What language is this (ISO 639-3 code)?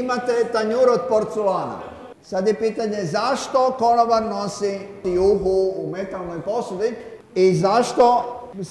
hrv